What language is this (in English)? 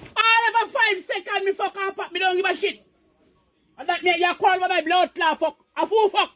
Jamaican Creole English